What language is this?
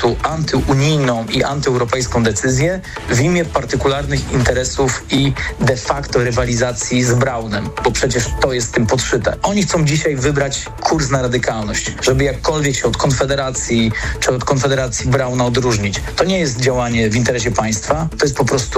Polish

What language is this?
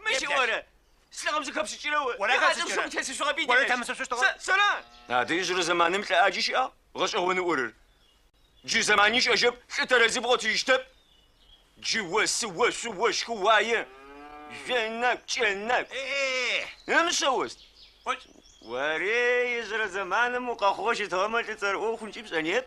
Adyghe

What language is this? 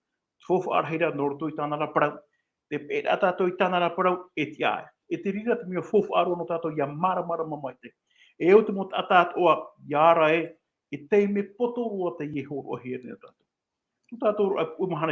Tahitian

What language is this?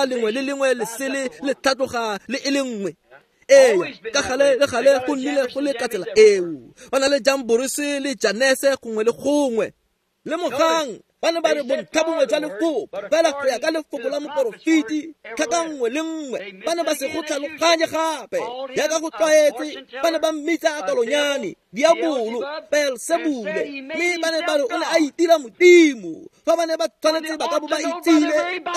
Tswana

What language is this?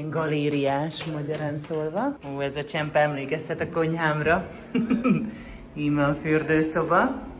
Hungarian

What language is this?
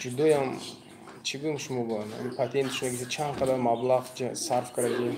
Tajik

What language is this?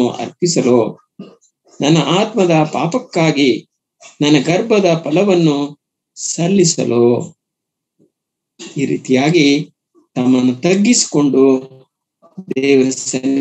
Kannada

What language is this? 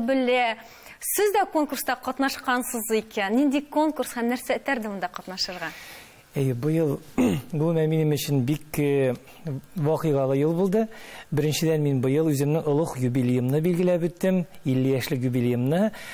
Tatar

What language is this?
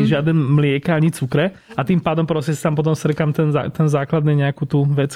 Slovak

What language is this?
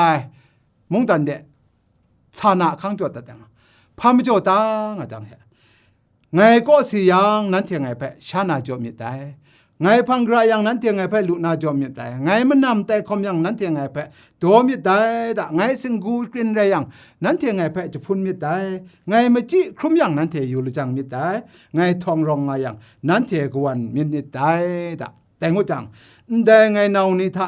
Kachin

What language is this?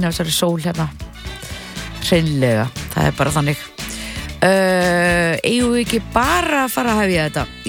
Icelandic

